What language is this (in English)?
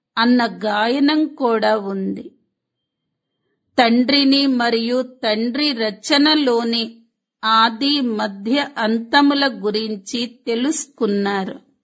Telugu